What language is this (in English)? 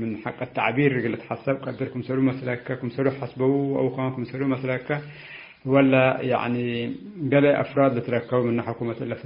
Tigre